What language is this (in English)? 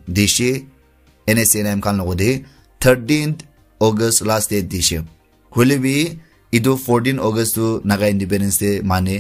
Naga Pidgin